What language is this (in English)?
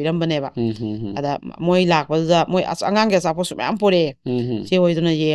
Manipuri